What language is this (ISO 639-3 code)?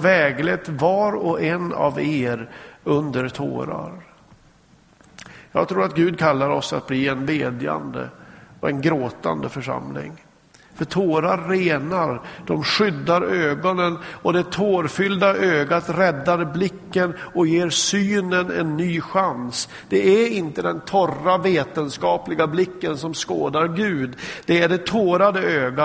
swe